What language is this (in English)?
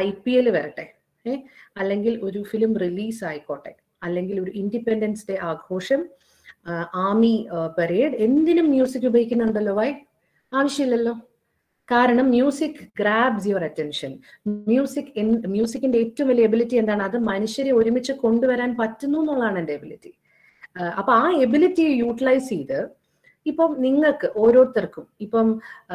Malayalam